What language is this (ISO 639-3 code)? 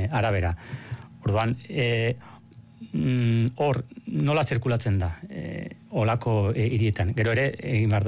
eus